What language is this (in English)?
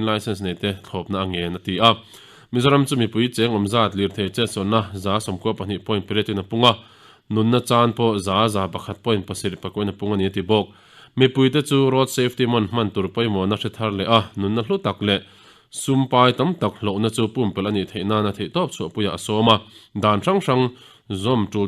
Mizo